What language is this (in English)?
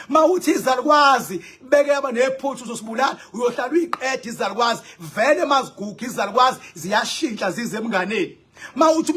Zulu